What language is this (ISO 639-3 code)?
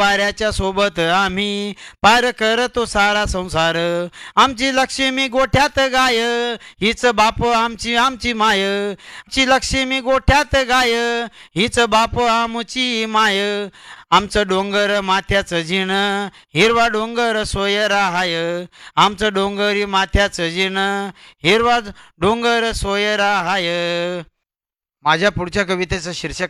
mar